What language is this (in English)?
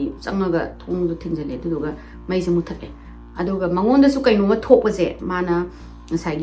Manipuri